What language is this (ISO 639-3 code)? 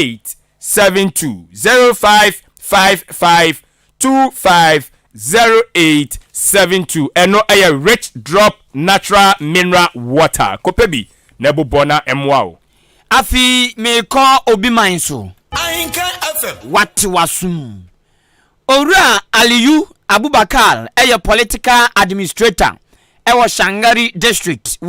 aka